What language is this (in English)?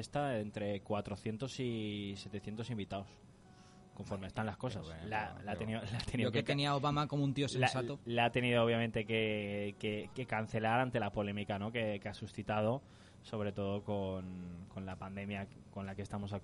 Spanish